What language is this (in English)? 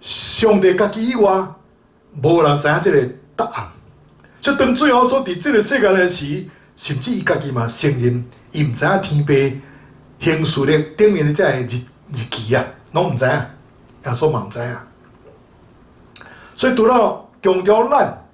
Min Nan Chinese